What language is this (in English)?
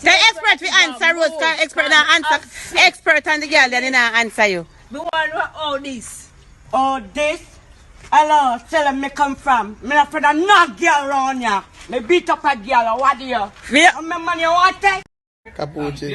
Jamaican Creole English